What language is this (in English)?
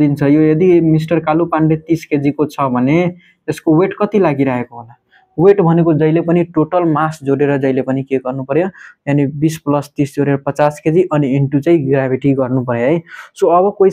Nepali